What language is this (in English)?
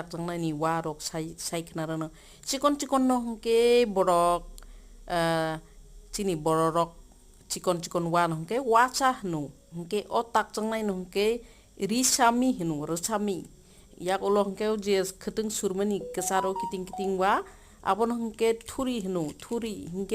Kok Borok